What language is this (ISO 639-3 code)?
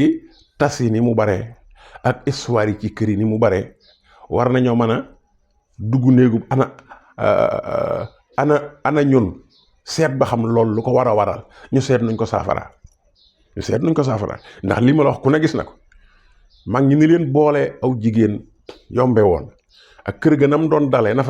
wol